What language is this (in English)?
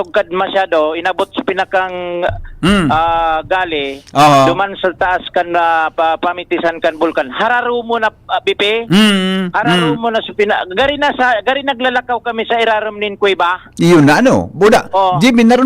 Bikol